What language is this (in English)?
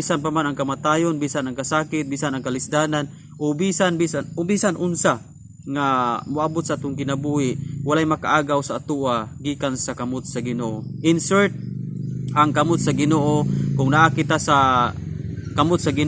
Cebuano